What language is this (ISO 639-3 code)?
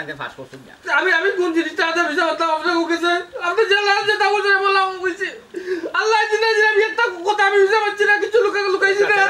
syl